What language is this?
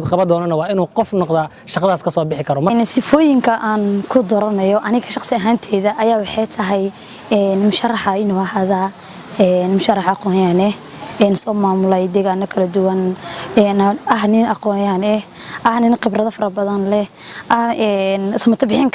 Somali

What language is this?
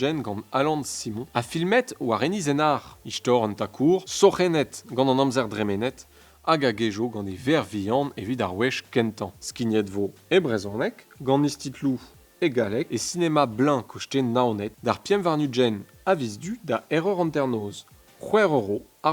Breton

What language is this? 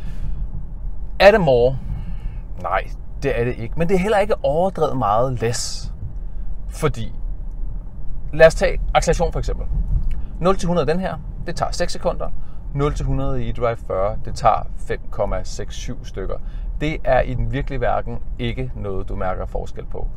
Danish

